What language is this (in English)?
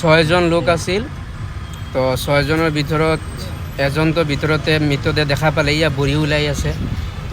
Assamese